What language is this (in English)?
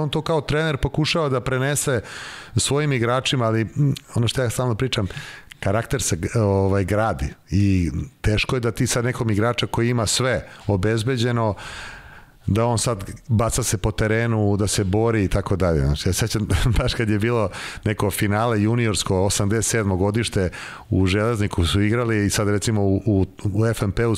Serbian